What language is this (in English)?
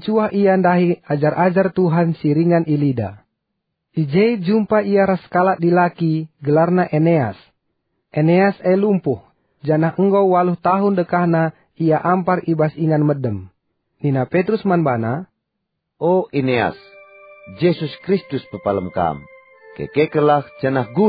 Batak Karo